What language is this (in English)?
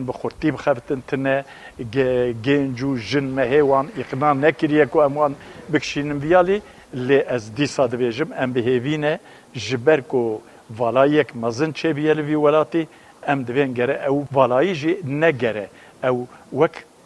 Kurdish